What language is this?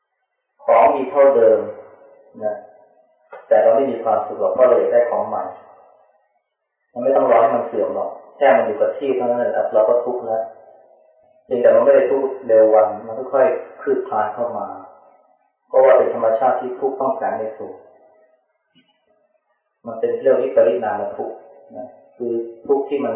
Thai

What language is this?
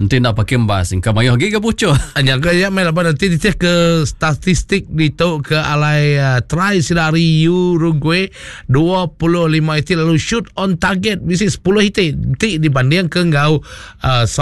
Iban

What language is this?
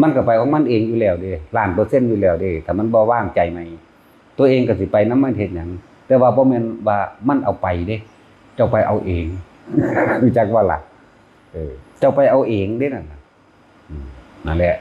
Northeastern Thai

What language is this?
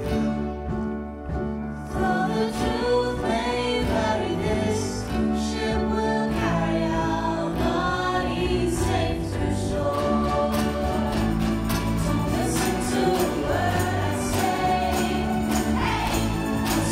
English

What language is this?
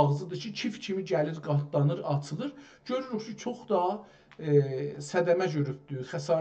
South Azerbaijani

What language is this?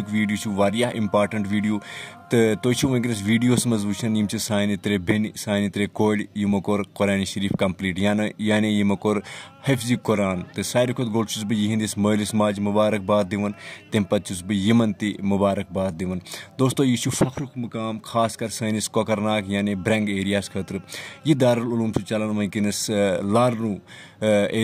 Kashmiri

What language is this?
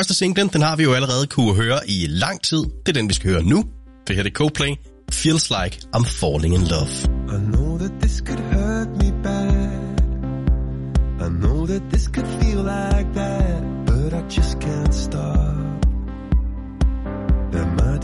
Danish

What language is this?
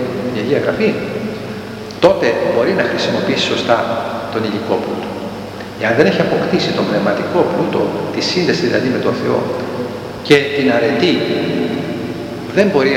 Greek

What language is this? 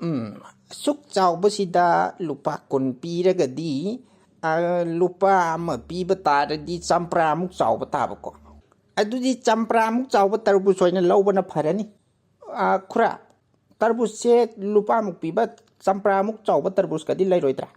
Manipuri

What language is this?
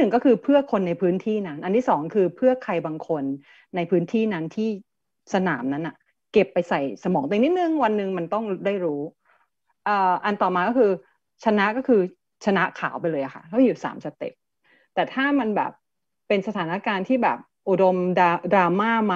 Thai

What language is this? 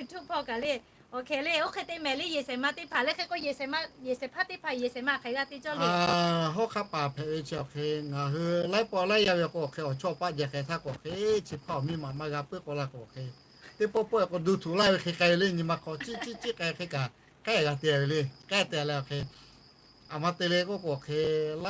Lahu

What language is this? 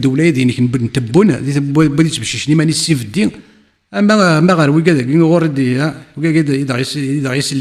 Kabyle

